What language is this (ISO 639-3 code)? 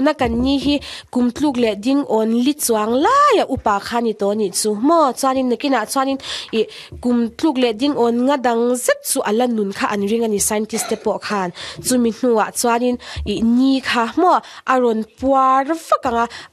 lus